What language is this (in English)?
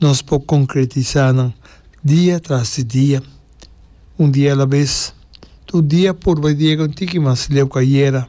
Papiamento